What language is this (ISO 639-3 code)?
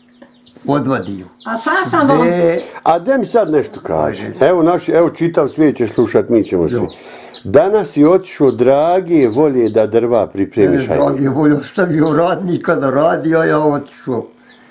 bos